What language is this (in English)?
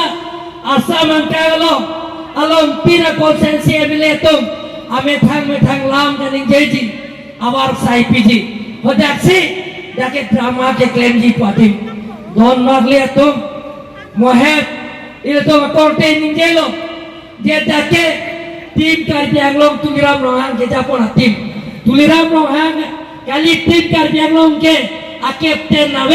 Karbi